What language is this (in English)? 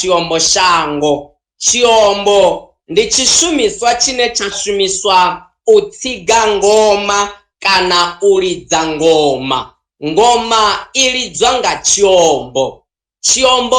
Venda